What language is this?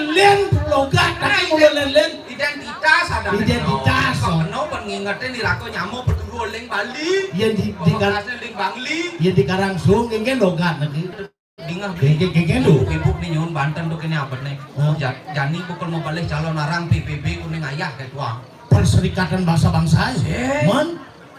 Balinese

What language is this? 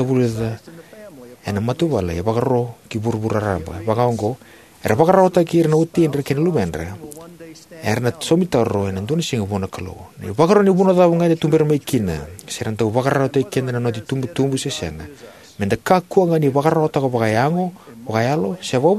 Fijian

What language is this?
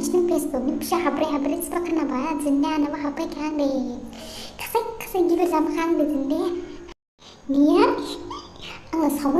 Dimasa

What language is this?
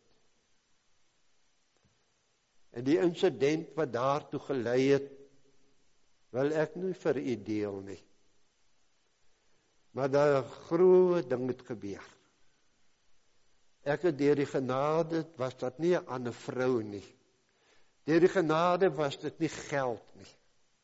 Afrikaans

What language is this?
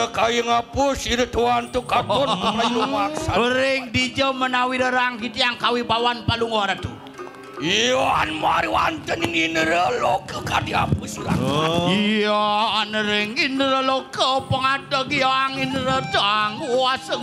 Balinese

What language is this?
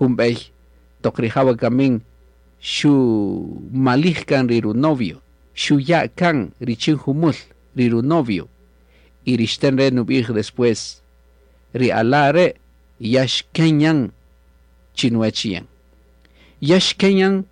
Kaqchikel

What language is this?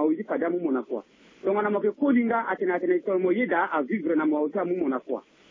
Sango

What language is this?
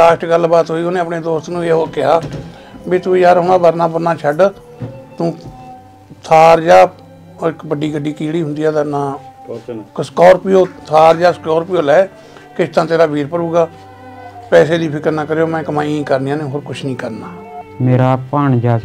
Punjabi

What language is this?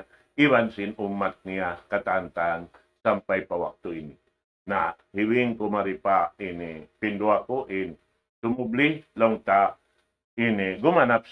Tausug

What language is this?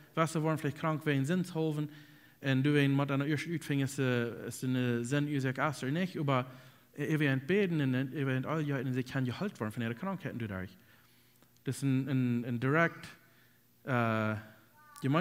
Plautdietsch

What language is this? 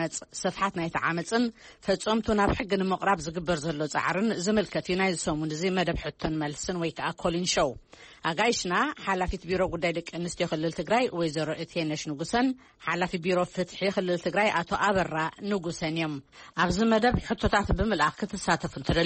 Tigrinya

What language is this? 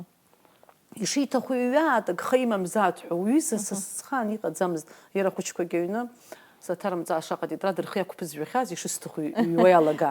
Abkhazian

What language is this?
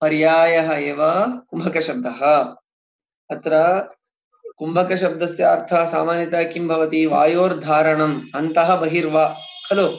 Sanskrit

